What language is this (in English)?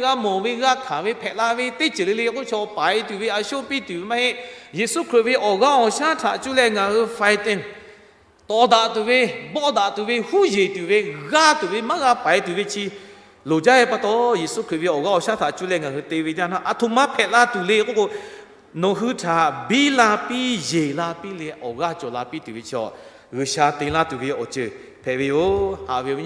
Lahu